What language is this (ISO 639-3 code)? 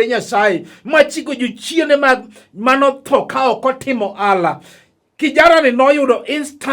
luo